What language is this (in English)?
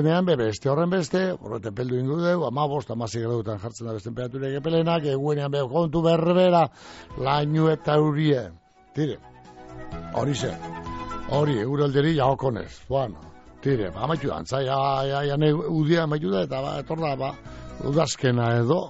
Basque